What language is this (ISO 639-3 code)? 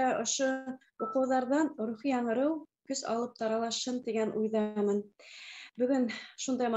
bak